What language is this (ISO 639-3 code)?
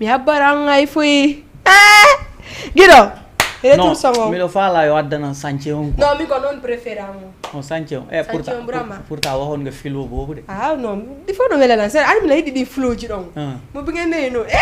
ful